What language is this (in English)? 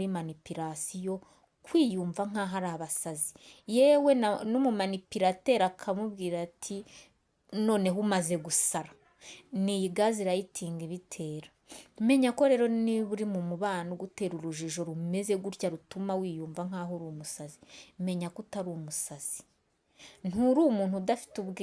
Kinyarwanda